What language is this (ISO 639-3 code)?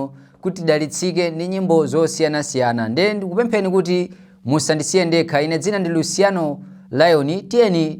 nya